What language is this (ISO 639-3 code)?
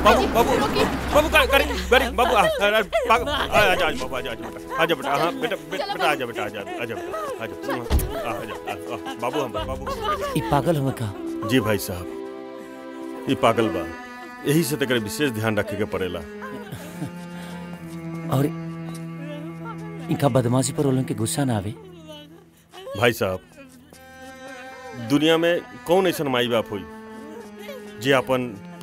bho